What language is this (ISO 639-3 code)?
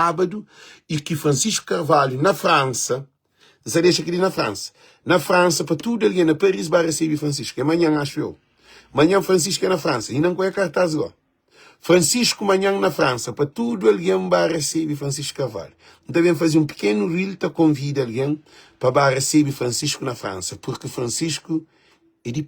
kea